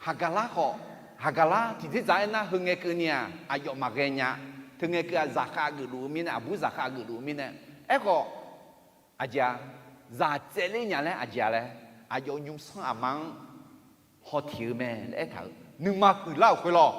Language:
Akha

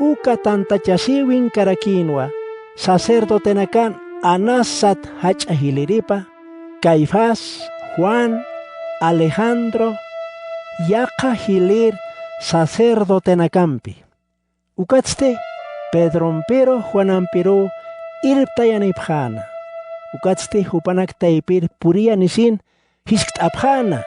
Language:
Aymara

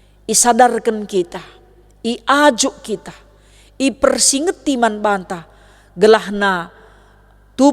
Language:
Batak Karo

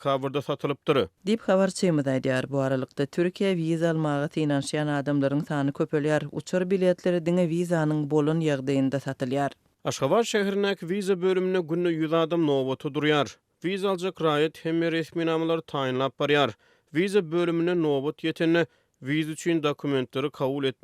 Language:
Turkmen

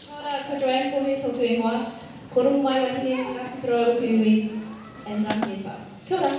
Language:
Māori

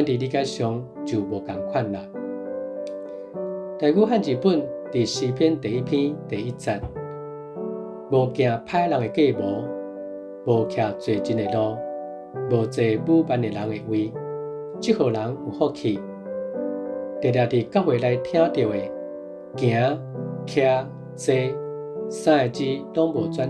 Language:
Min Nan Chinese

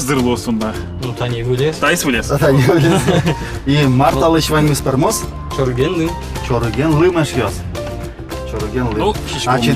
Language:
Udmurt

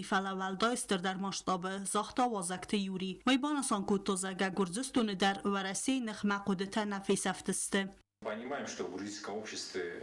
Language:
Ossetic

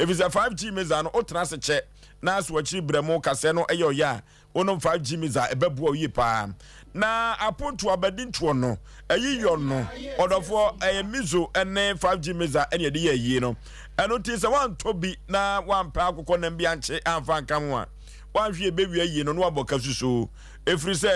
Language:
Akan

